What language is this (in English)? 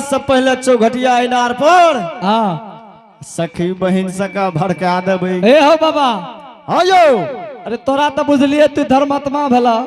Angika